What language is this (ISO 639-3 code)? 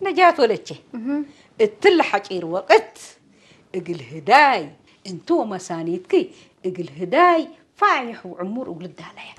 tig